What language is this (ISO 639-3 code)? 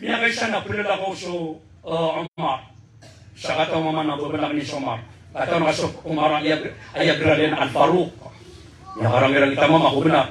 mrw